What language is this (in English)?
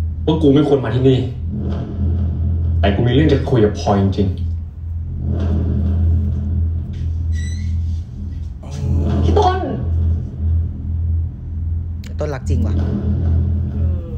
Thai